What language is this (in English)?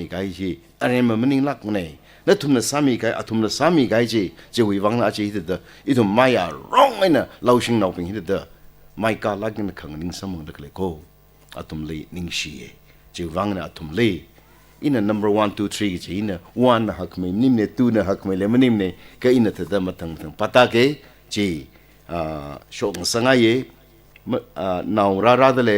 Tangkhul Naga (India)